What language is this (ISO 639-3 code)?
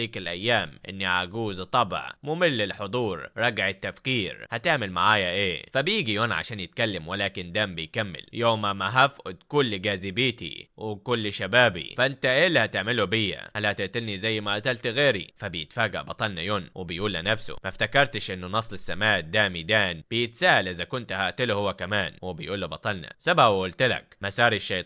arz